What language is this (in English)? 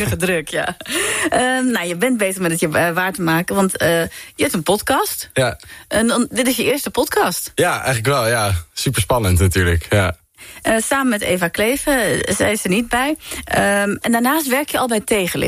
Dutch